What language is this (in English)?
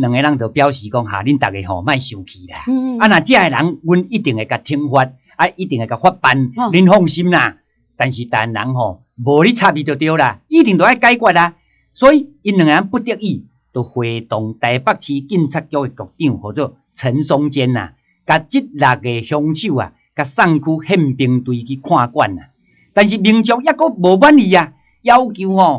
Min Nan Chinese